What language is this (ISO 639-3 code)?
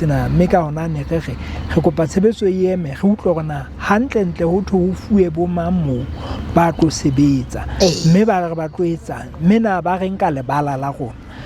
sot